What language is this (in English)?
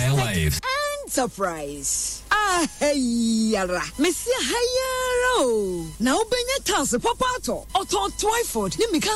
Akan